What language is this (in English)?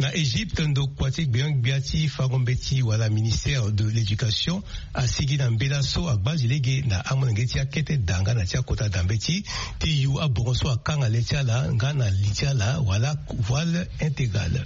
Sango